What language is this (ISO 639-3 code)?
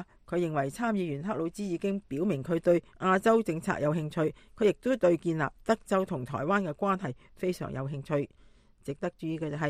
yue